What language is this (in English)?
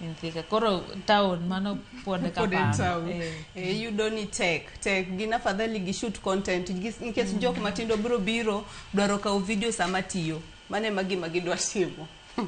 Luo (Kenya and Tanzania)